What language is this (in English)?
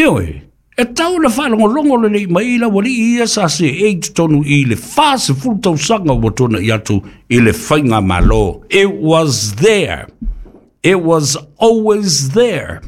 Samoan